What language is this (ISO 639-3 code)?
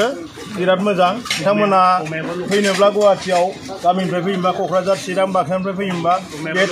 brx